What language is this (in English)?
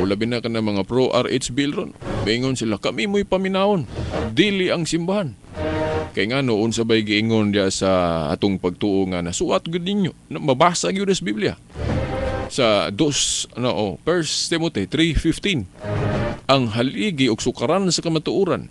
Cebuano